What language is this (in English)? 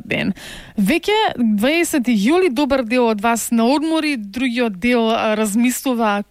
Macedonian